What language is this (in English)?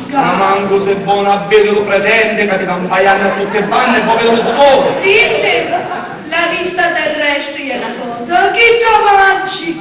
Sicilian